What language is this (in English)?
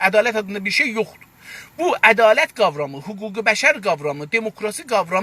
South Azerbaijani